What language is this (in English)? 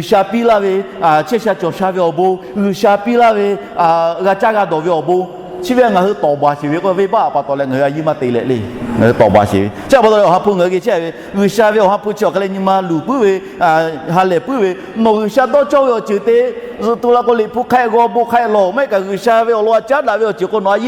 Lahu